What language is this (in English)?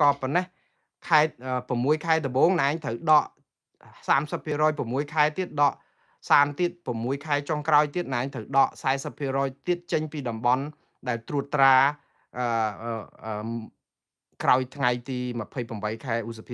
Khmer